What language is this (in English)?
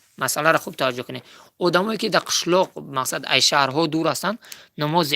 Tajik